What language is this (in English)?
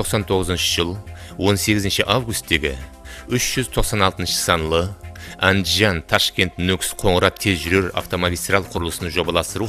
Kara-Kalpak